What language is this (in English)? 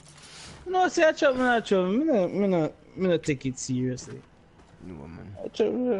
Jamaican Creole English